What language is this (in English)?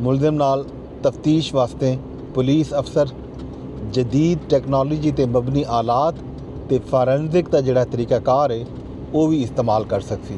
Saraiki